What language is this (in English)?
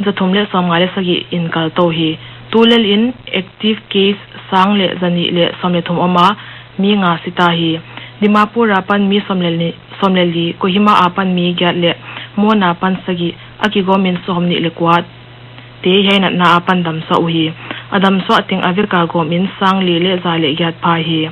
Paite Chin